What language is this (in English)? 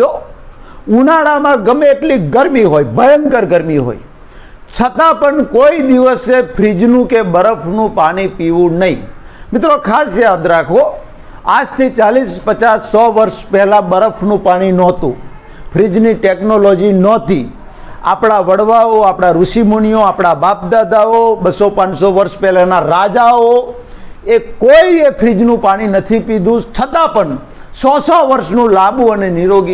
Gujarati